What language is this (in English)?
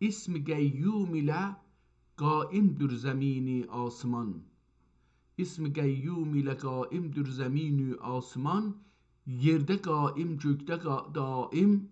South Azerbaijani